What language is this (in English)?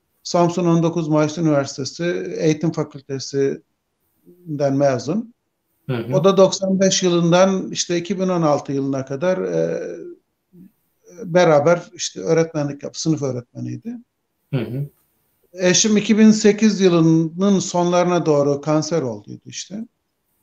Turkish